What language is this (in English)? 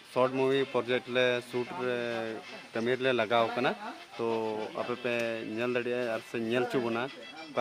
Santali